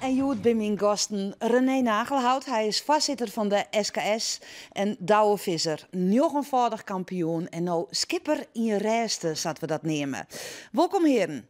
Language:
Western Frisian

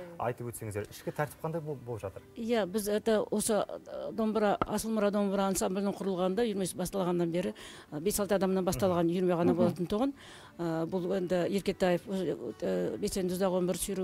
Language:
Kazakh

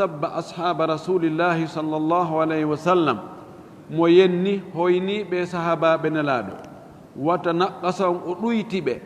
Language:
Fula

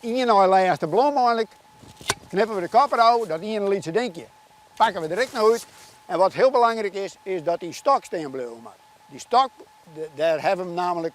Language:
Western Frisian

